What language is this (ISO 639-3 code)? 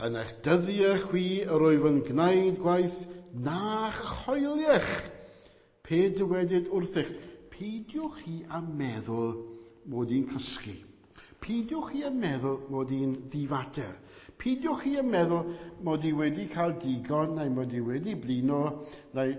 cym